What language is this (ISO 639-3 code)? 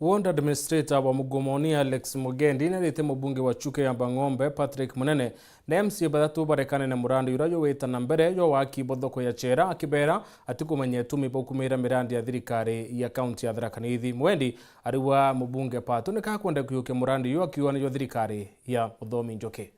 mer